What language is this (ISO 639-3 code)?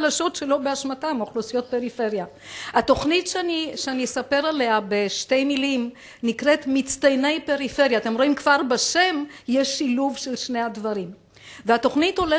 heb